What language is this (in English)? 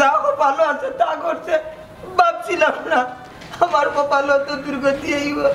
Sylheti